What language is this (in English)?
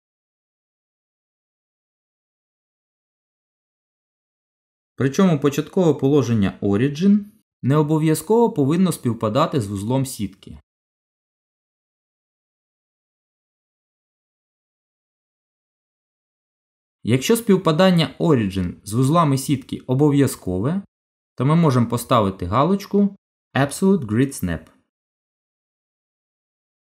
Ukrainian